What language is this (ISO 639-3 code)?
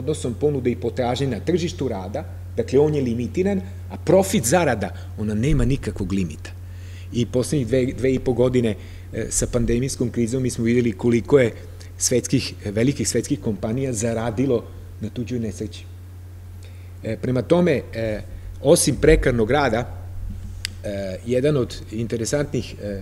srp